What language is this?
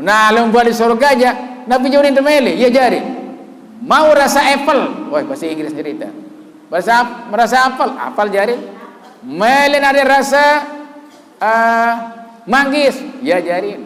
Sasak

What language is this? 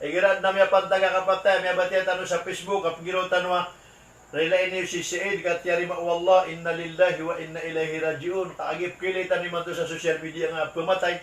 Maranao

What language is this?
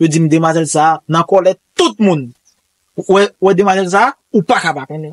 Haitian Creole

